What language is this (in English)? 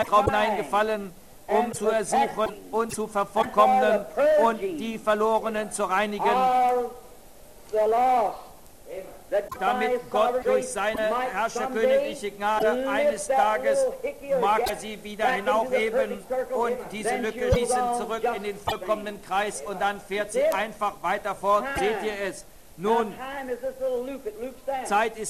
German